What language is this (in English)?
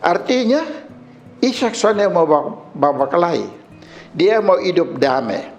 Kupang Malay